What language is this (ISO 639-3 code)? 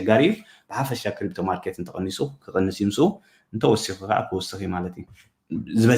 tir